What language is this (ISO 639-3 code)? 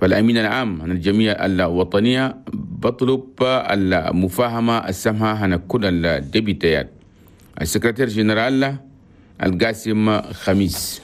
shu